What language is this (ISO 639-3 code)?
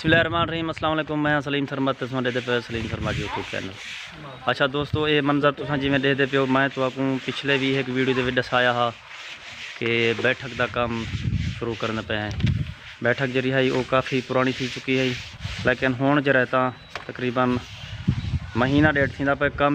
skr